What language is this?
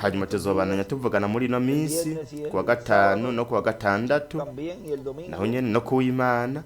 Rundi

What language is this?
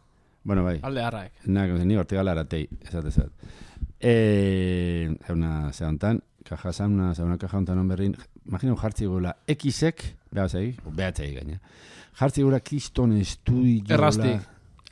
Basque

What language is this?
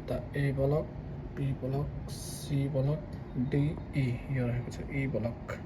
Nepali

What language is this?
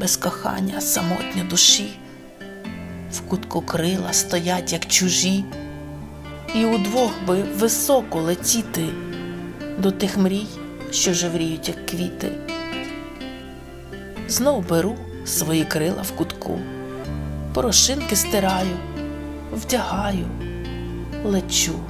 Ukrainian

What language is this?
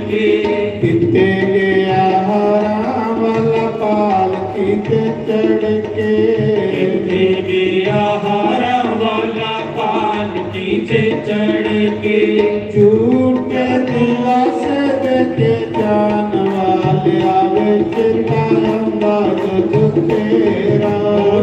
Dogri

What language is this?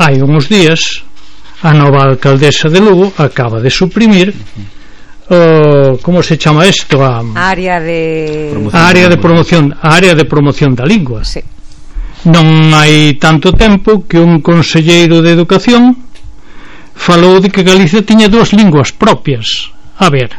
Galician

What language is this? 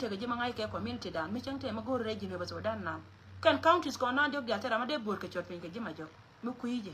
Nuer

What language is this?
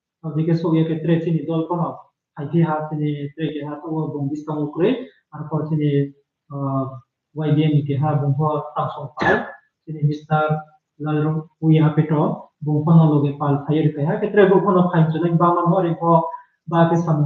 Riang (India)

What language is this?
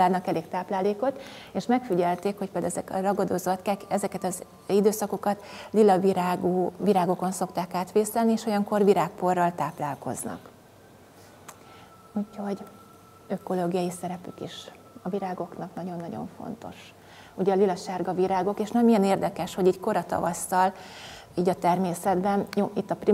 Hungarian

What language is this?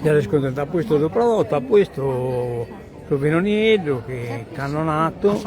Sardinian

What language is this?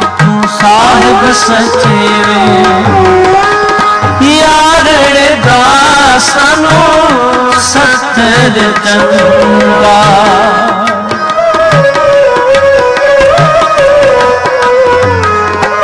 Punjabi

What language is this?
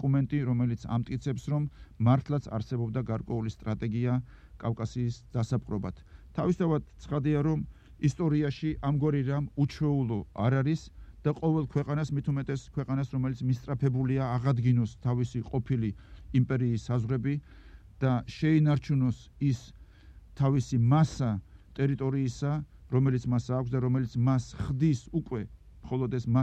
Georgian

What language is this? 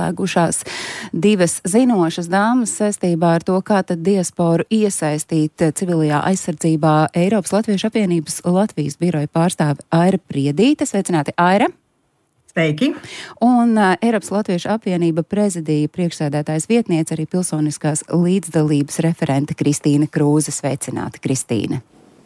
Latvian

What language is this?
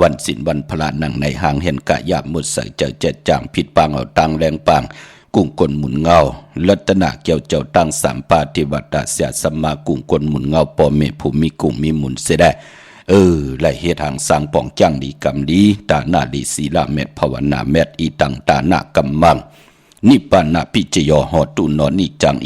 Shan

